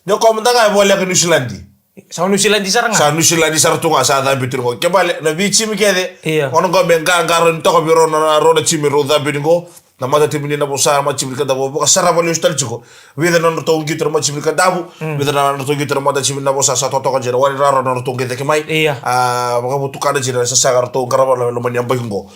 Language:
Fijian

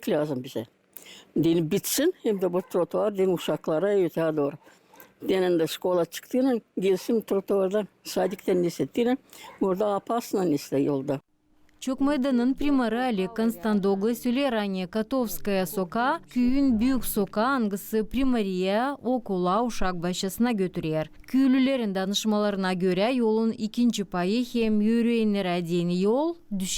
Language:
Gagauz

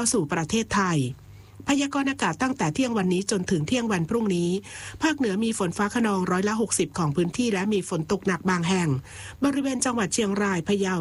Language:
Thai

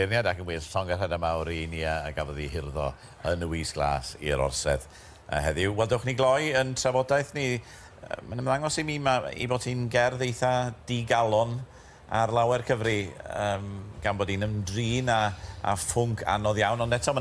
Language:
Welsh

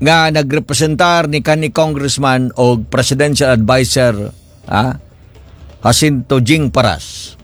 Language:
Cebuano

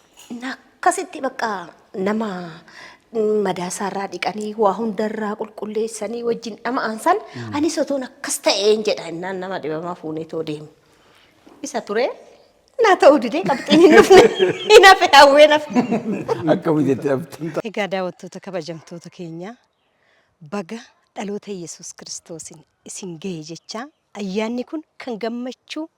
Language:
Oromo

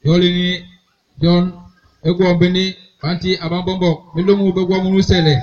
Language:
Basaa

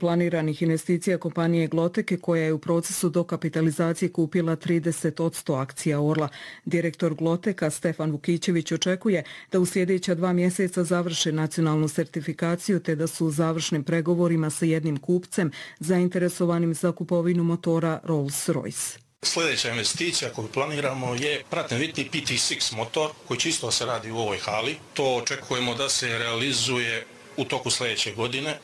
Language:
Serbian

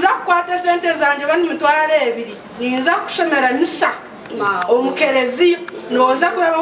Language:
Nyankole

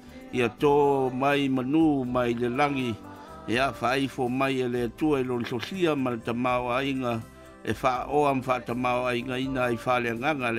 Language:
Samoan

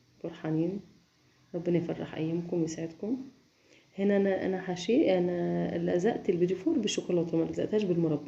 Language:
Egyptian Arabic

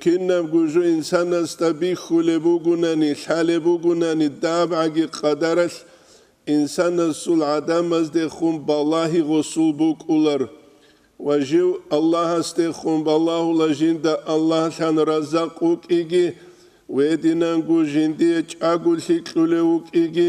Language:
Avaric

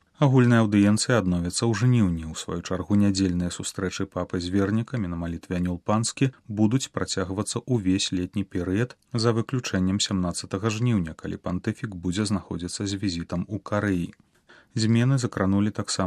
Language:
Belarusian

